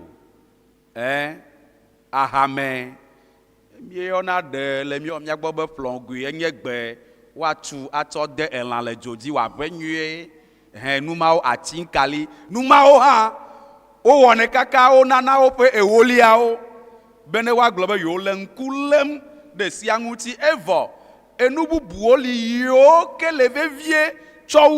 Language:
Ewe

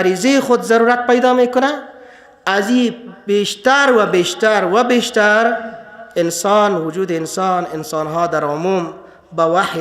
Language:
Persian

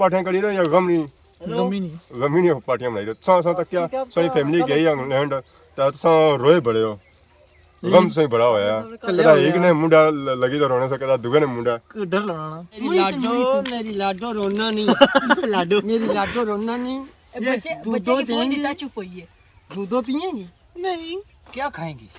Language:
Pahari-Potwari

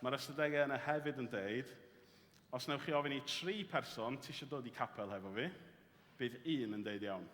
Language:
Welsh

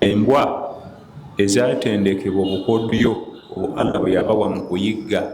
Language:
Ganda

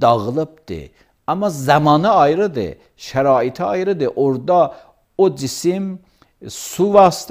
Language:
Azerbaijani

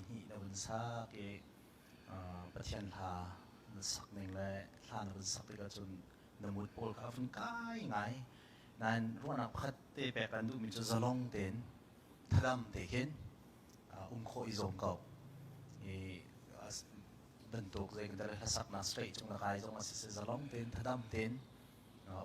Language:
Hakha Chin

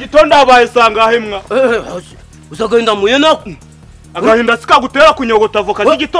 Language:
Kinyarwanda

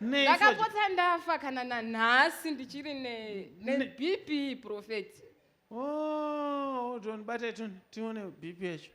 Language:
Shona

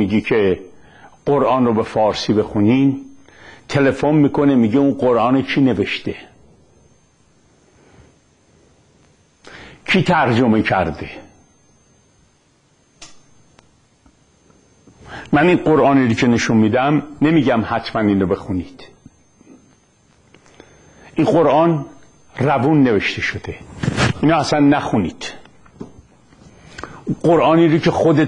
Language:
Persian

